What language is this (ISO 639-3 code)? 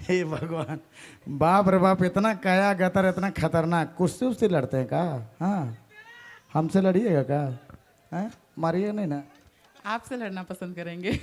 sck